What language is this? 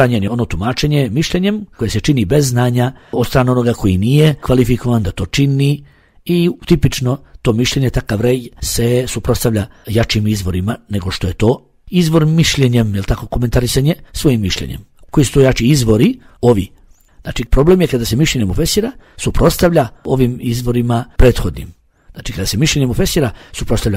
Bosnian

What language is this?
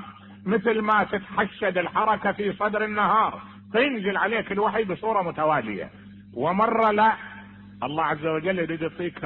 Mesopotamian Arabic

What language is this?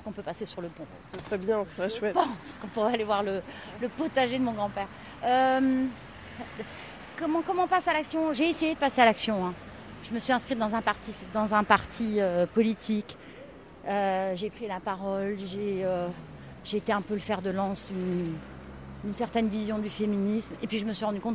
French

